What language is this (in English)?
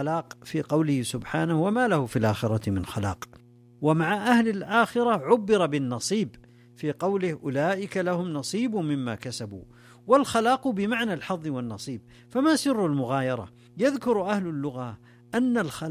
Arabic